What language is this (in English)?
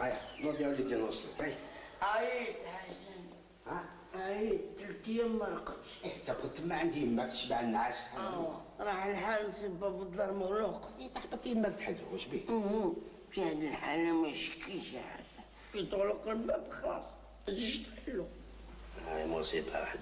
Algerian Arabic